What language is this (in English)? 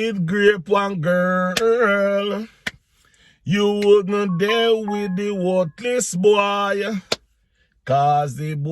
Jamaican Creole English